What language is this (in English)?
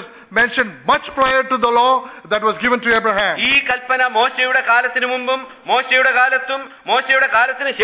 Malayalam